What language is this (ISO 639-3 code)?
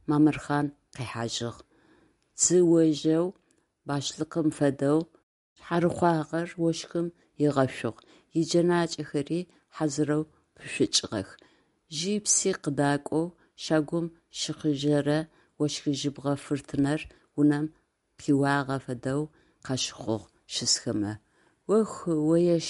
ady